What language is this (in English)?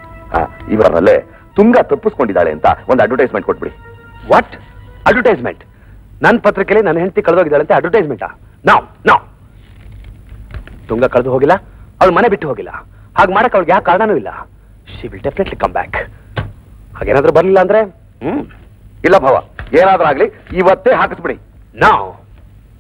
Kannada